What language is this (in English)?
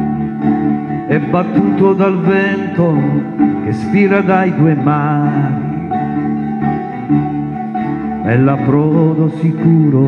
Italian